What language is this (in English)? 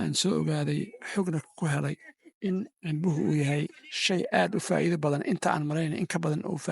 Somali